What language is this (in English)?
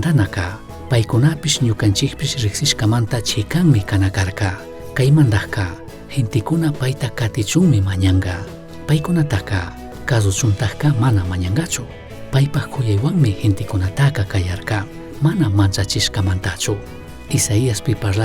Chimborazo Highland Quichua